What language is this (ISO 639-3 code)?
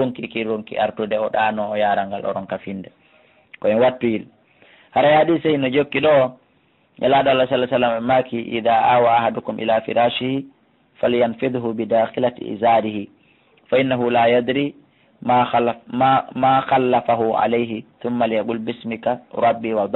ful